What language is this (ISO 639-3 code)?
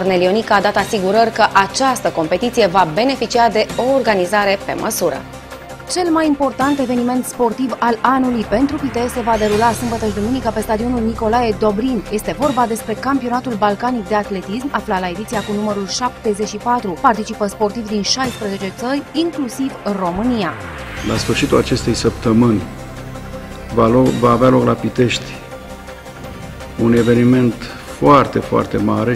ron